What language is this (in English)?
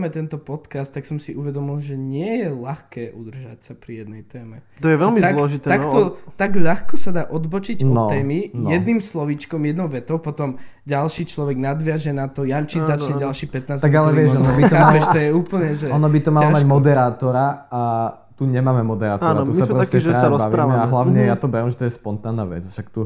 Slovak